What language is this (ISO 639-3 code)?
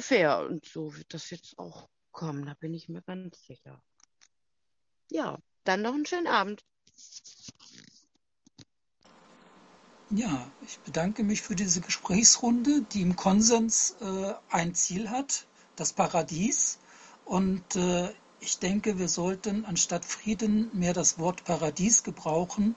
deu